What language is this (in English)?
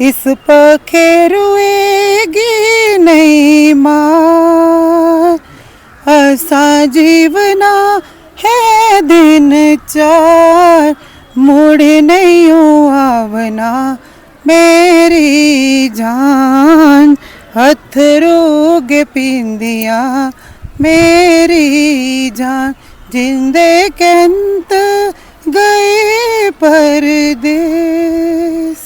Dogri